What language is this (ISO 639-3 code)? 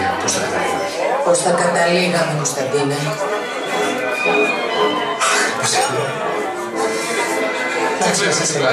ell